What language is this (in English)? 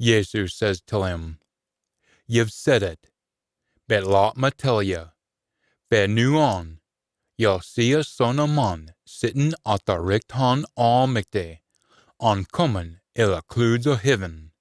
Scots